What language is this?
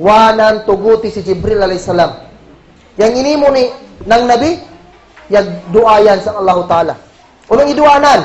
Kagan Kalagan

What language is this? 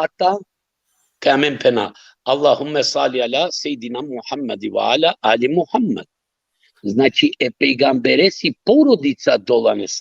Balkan Romani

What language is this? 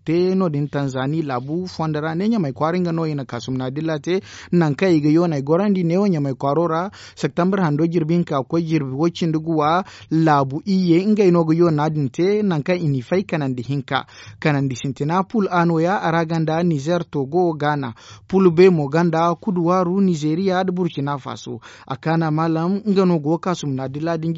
Zarma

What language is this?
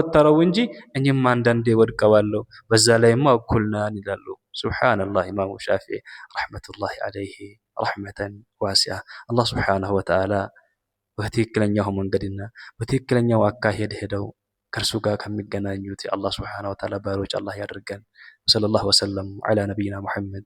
Amharic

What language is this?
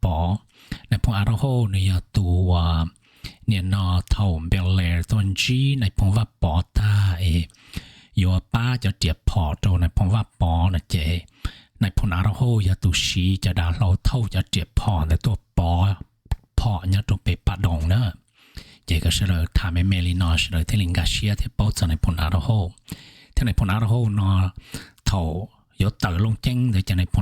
Hmong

